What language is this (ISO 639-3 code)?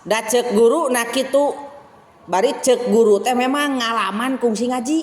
sun